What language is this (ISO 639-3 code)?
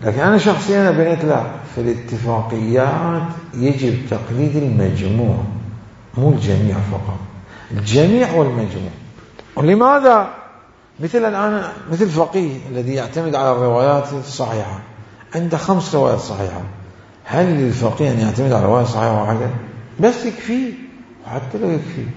acm